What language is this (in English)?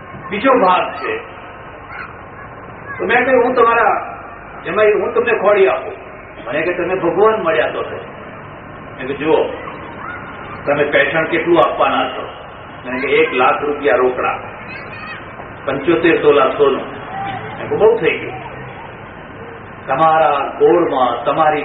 Gujarati